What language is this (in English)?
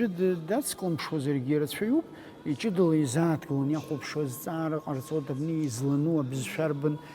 Abkhazian